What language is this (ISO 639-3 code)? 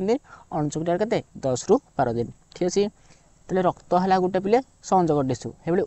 ori